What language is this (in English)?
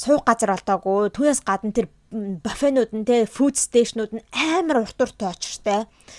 Mongolian